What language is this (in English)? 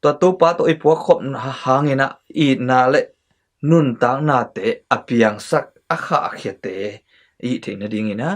Tedim Chin